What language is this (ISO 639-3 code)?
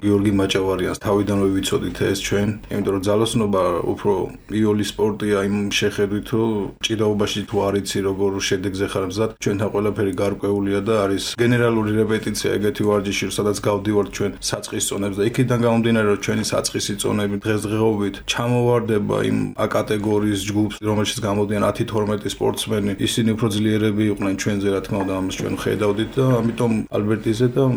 kat